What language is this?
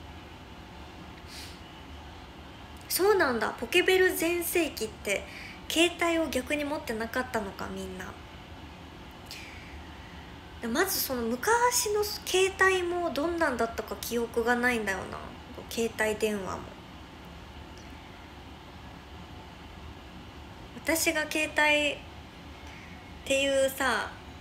Japanese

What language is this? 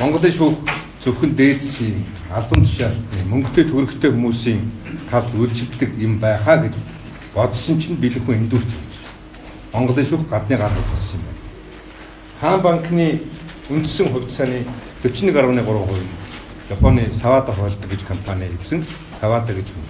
Mongolian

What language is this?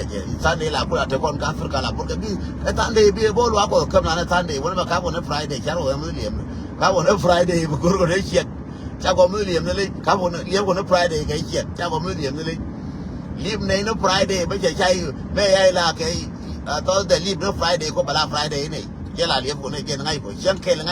Nuer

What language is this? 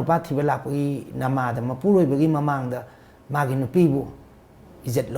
Manipuri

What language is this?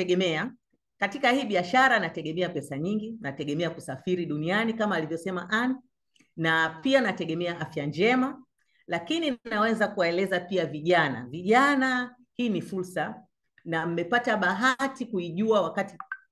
Swahili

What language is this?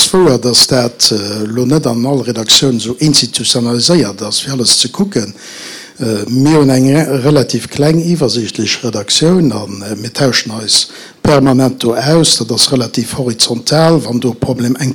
Luxembourgish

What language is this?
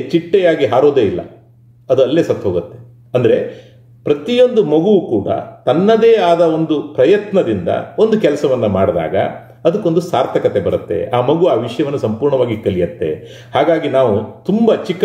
Kannada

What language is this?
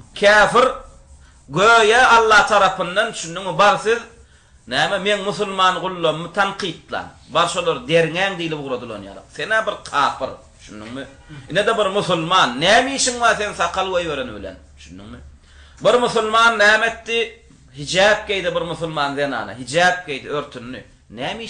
Turkmen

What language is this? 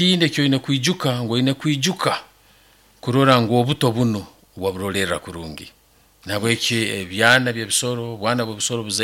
Nyankole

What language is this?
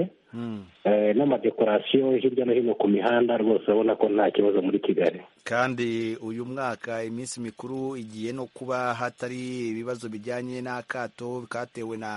Kinyarwanda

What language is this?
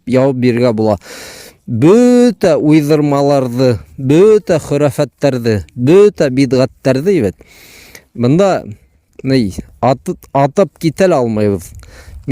Bashkir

